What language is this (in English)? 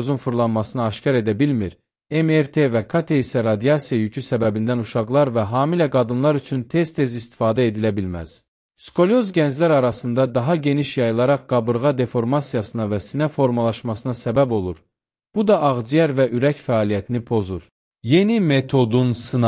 Azerbaijani